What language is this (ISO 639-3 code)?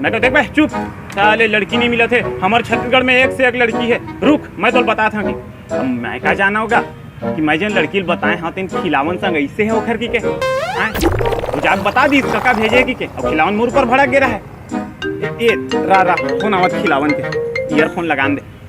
hne